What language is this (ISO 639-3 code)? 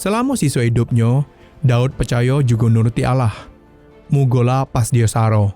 mui